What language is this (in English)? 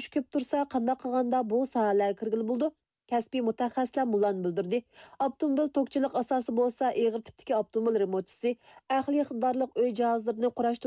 Uyghur